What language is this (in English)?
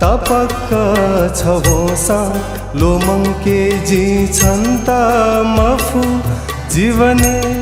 Newari